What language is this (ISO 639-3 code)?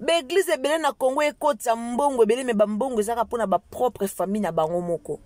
lin